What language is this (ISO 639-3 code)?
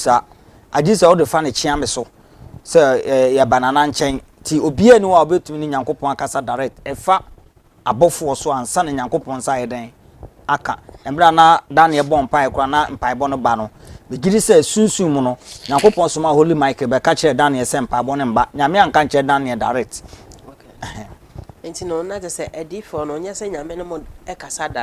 aka